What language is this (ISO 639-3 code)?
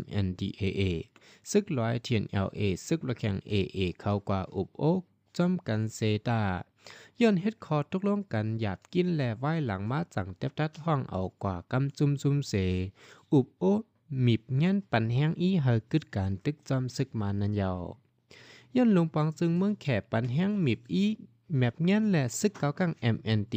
shn